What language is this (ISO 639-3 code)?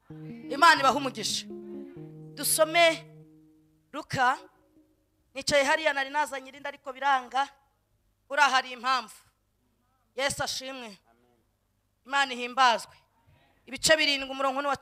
kin